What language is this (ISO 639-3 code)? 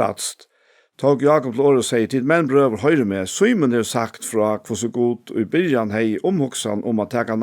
fao